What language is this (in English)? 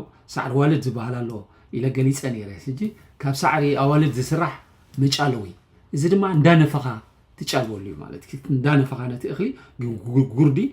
Tigrinya